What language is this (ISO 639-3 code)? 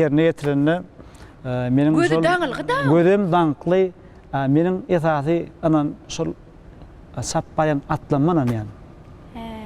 tuk